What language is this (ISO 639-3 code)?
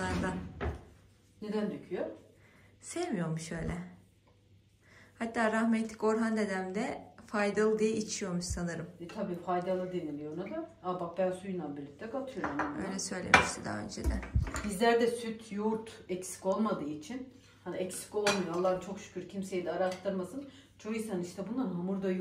tur